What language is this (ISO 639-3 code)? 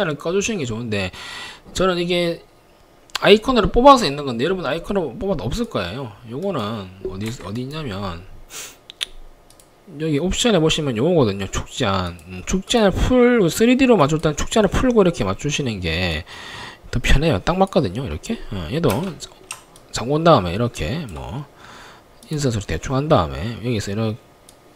kor